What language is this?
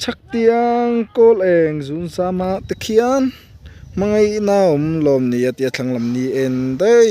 Mizo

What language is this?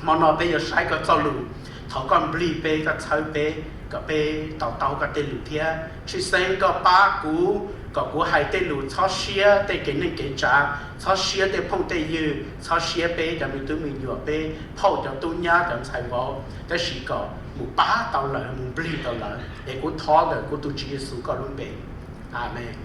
Hmong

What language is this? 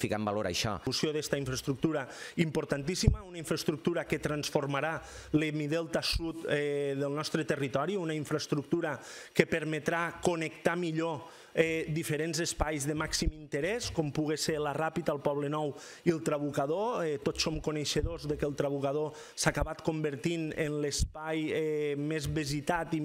Catalan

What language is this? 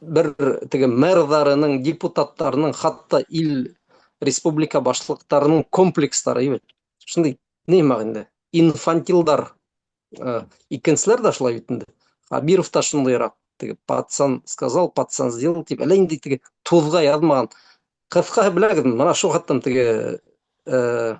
Bashkir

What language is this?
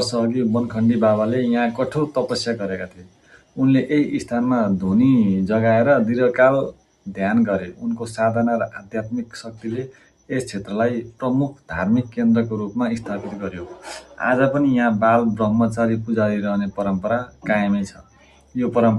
Nepali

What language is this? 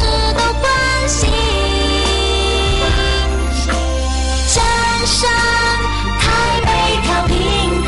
Chinese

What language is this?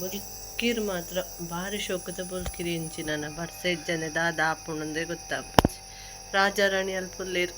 Tulu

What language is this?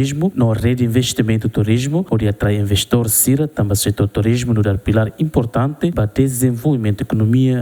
Tetum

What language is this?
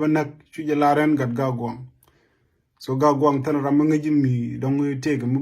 Nuer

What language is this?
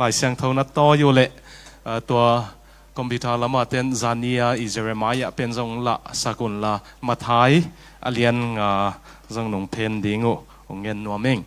Tedim Chin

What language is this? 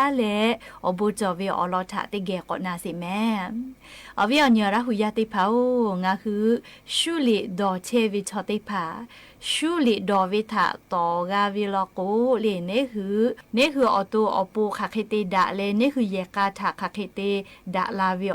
Lahu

